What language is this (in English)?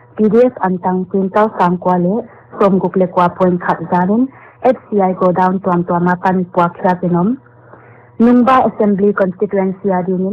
Paite Chin